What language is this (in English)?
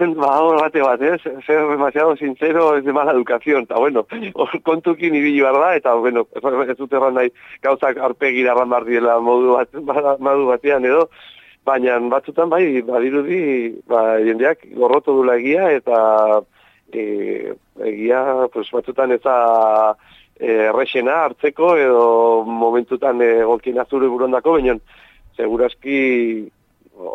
Basque